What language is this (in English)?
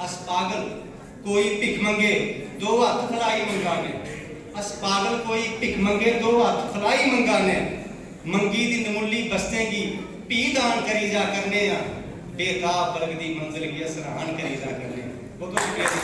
Dogri